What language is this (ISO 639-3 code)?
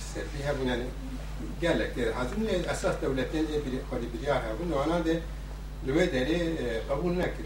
kur